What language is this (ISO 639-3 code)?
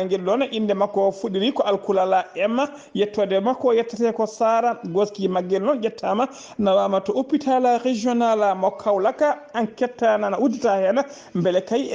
ful